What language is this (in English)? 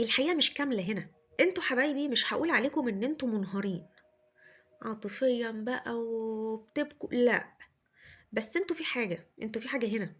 Egyptian Arabic